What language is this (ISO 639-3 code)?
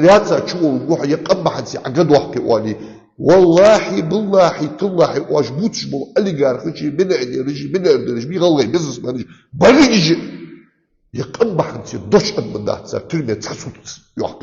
inh